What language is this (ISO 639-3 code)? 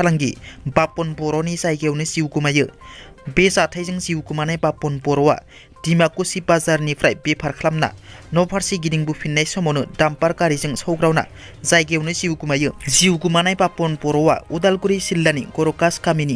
brx